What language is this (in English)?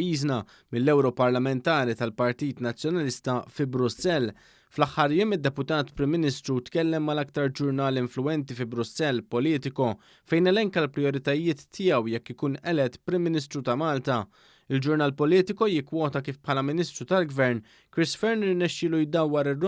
Maltese